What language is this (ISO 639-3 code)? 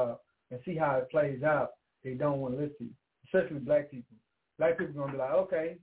eng